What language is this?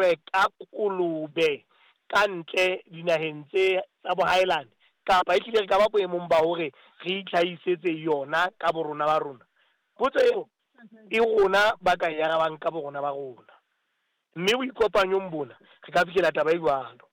Southern Sotho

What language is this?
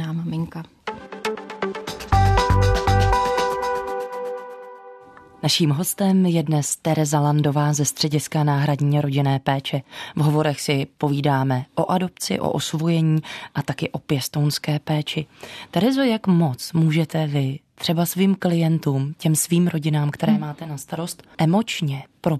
Czech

